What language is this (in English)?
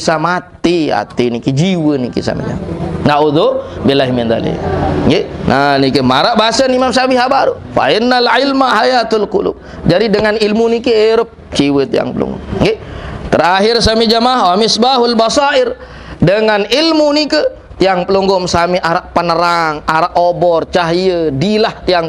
Sasak